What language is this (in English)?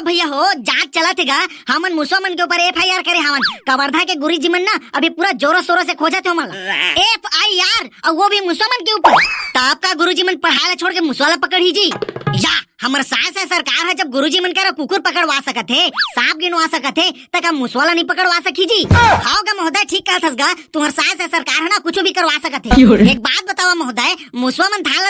Chhattisgarhi